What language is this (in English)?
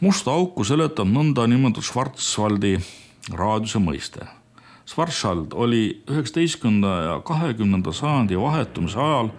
Estonian